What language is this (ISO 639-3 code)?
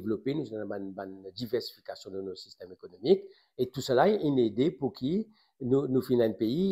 mfe